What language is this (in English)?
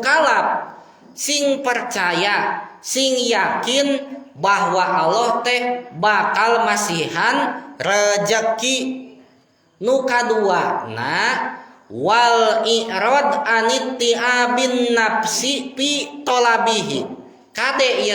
Sundanese